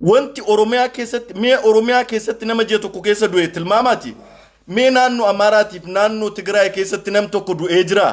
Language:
Oromo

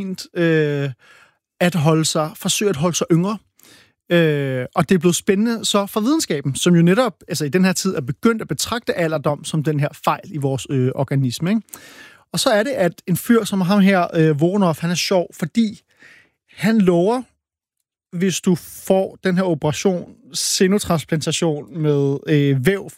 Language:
Danish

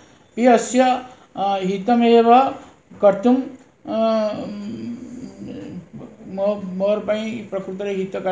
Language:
Odia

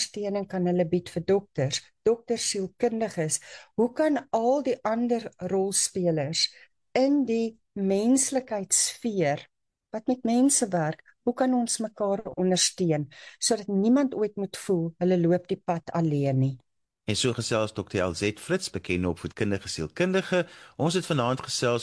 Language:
Afrikaans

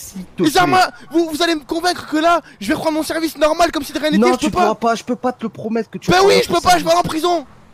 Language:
French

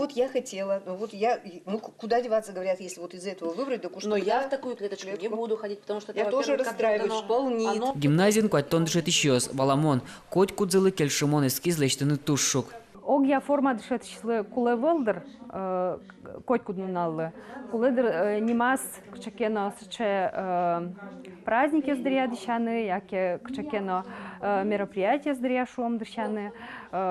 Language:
Udmurt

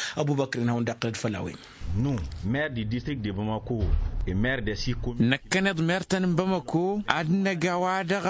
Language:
Tamasheq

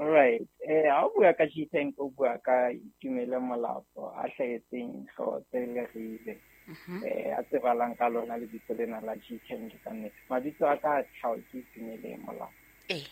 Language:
Southern Sotho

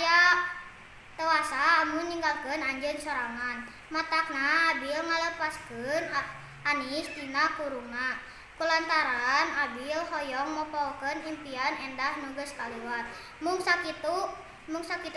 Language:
Sundanese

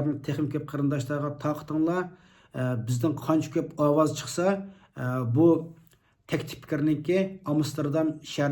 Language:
Uyghur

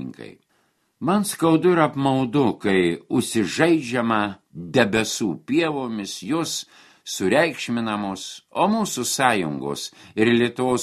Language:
Lithuanian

